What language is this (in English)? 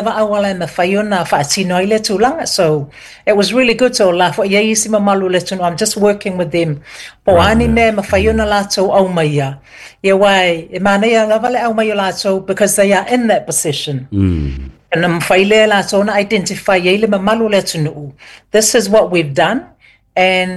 Samoan